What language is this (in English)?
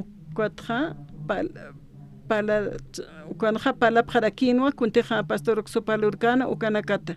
Aymara